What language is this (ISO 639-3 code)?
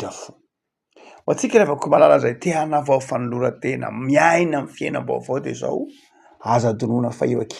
mlg